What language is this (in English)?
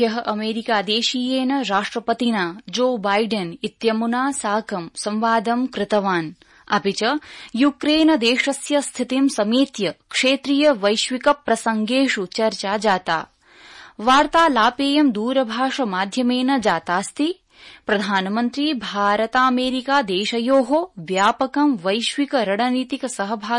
Sanskrit